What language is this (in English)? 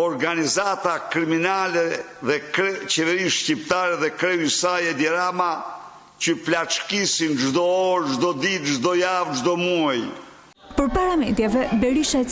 Albanian